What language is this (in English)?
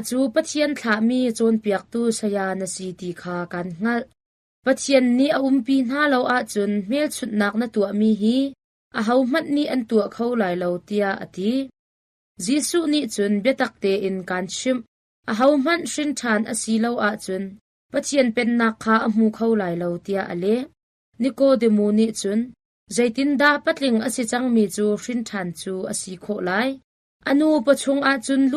Hakha Chin